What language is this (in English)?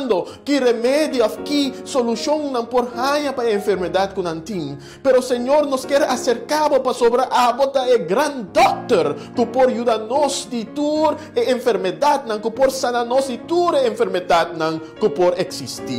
Papiamento